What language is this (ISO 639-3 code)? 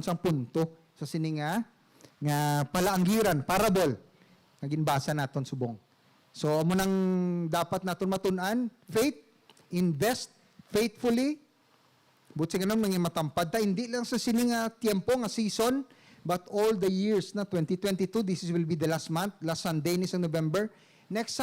hil